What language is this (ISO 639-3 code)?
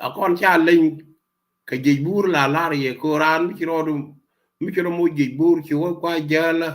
nus